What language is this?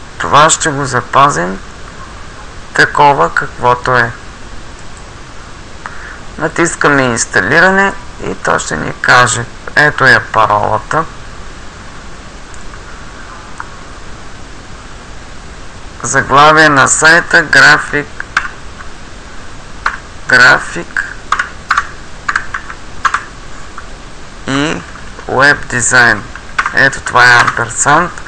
Bulgarian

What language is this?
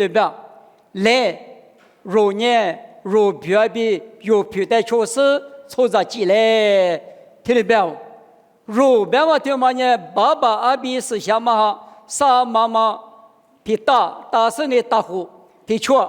Lisu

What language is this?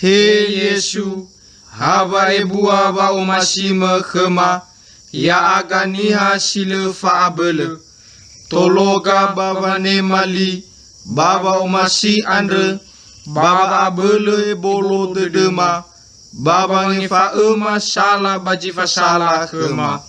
Nias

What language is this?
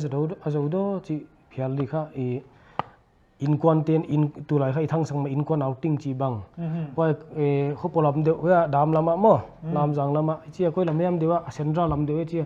Paite Chin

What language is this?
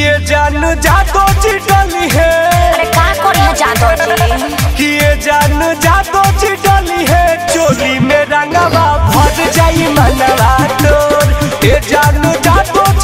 Bhojpuri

